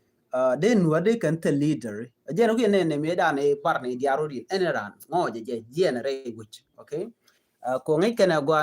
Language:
Nuer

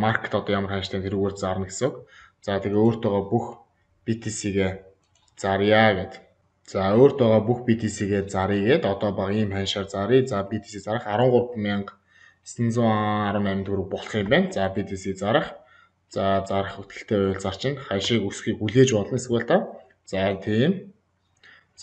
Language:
Mongolian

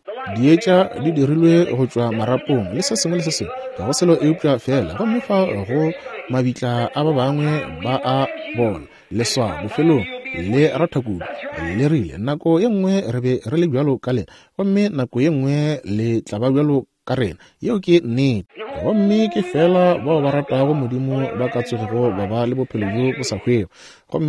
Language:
Northern Sotho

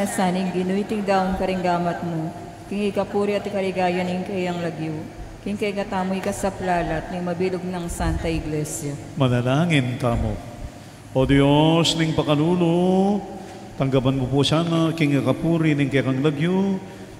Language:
Pampanga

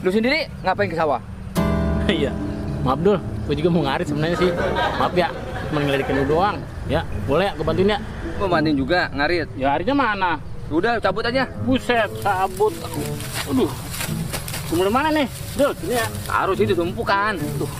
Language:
Betawi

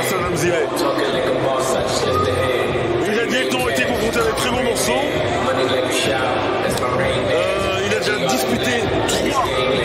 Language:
French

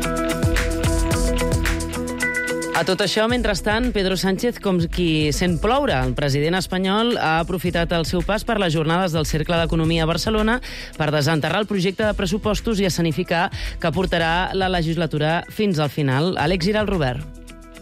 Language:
Catalan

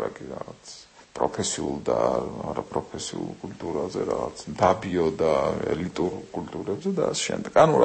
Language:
Georgian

